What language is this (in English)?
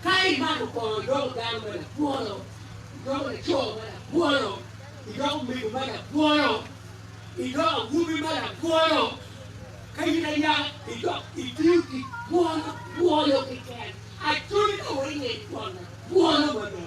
Acoli